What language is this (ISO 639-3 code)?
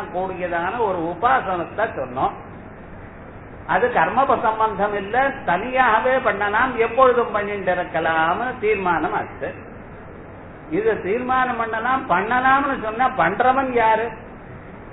tam